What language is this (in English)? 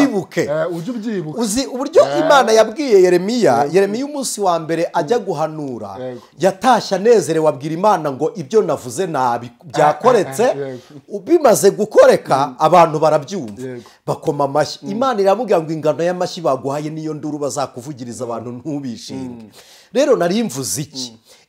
Kinyarwanda